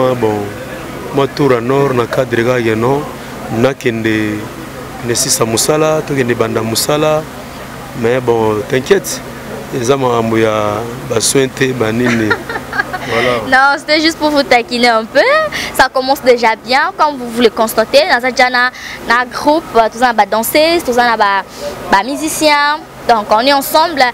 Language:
Lingala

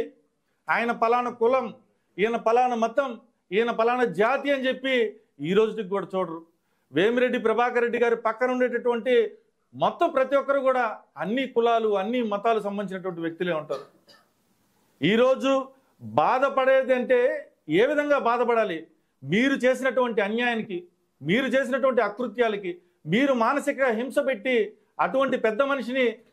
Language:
Telugu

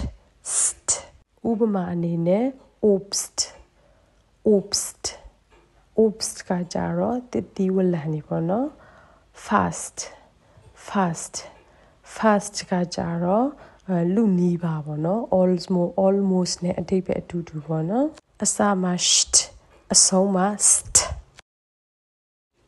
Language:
Burmese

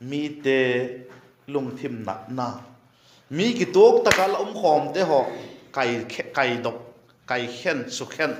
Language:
Vaiphei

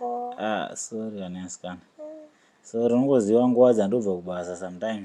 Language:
Shona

